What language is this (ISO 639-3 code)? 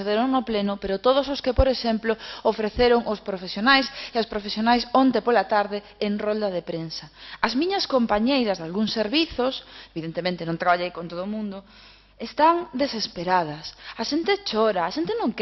glg